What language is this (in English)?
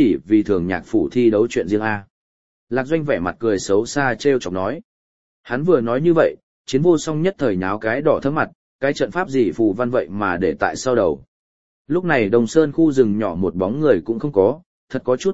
Vietnamese